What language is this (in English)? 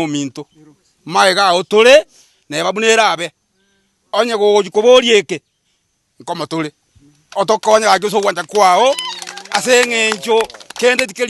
Gusii